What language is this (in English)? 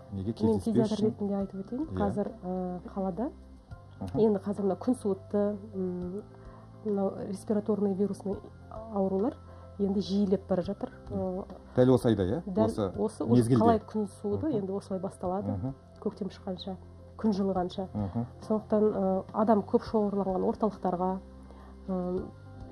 Kazakh